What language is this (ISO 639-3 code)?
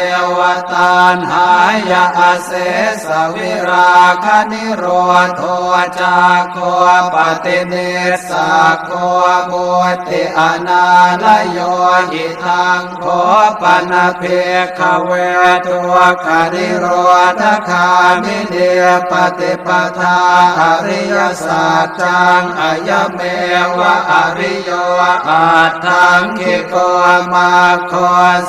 pli